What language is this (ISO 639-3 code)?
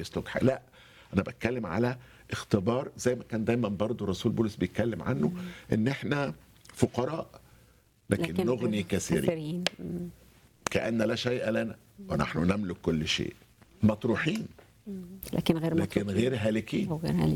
arz